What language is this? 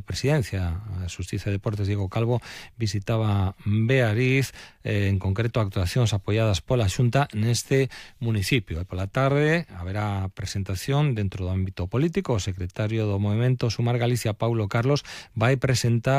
Galician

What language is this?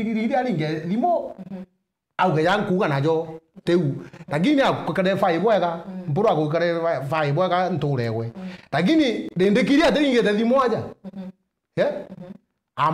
Meru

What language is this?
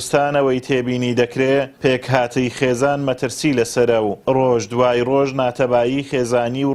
Central Kurdish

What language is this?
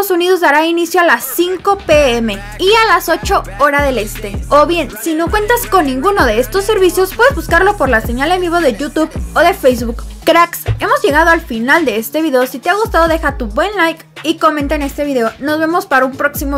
Spanish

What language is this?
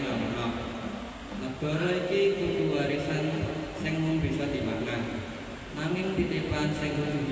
Javanese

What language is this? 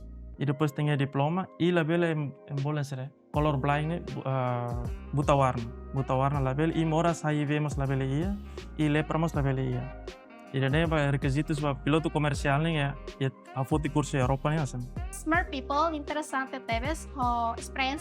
Tetum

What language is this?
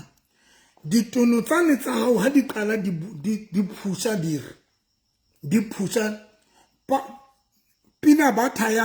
Southern Sotho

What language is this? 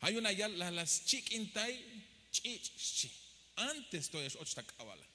Tzeltal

